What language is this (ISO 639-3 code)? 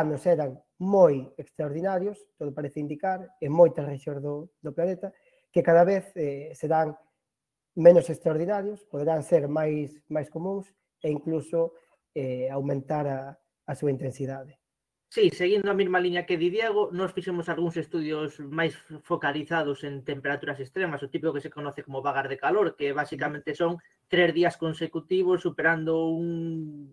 glg